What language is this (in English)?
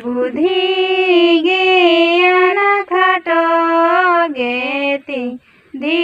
Santali